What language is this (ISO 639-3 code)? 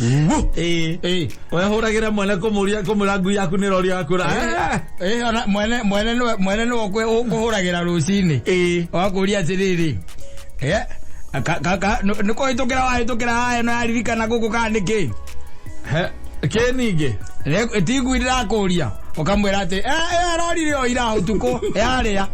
kik